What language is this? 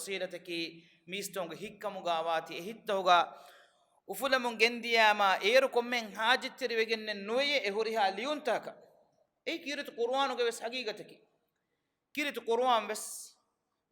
Divehi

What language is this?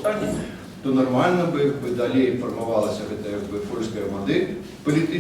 Belarusian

